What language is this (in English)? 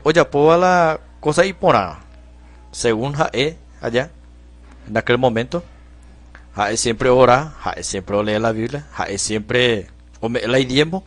Guarani